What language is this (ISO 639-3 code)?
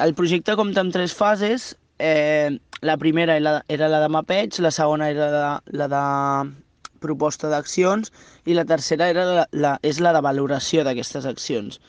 cat